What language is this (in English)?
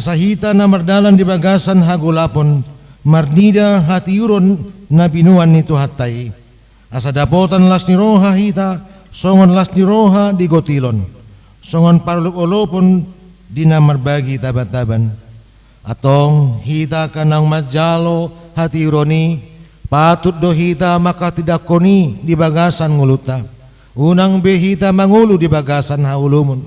Batak Toba